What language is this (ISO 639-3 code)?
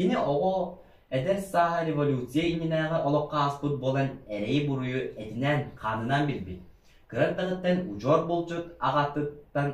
sah